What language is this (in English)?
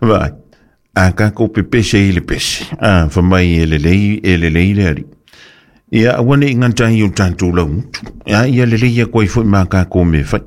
Samoan